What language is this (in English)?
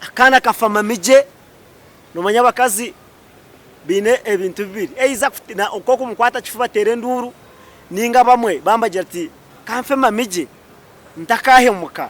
Nyankole